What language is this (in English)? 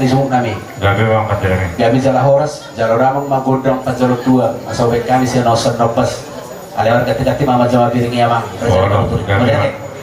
Batak Toba